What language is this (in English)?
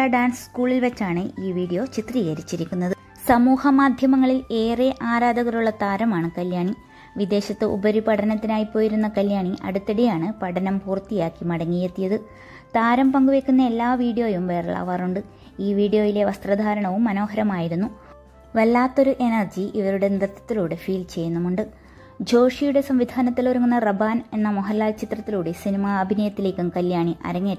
Malayalam